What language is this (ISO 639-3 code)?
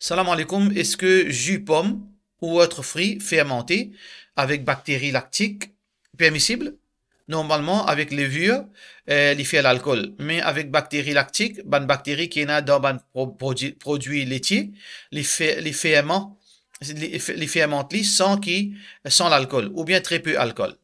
mfe